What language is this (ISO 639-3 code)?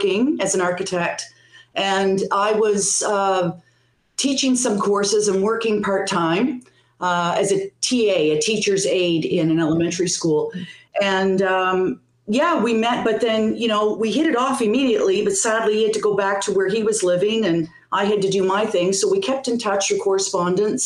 eng